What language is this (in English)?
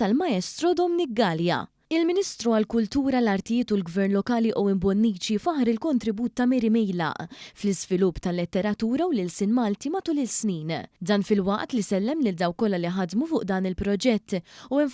Maltese